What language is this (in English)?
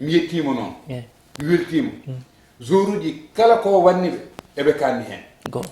Fula